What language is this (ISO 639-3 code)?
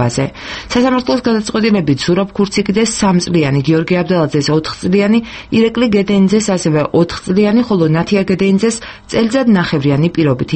kat